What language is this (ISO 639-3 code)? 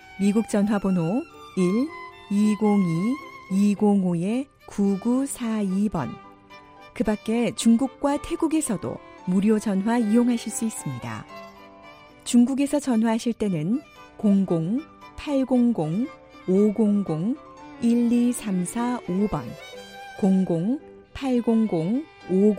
kor